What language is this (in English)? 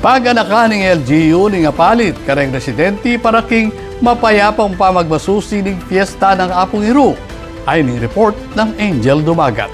Pampanga